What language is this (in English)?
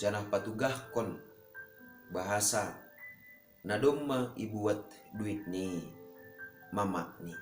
Batak Simalungun